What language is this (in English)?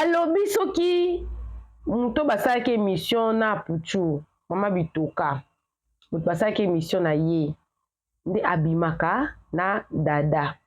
Lingala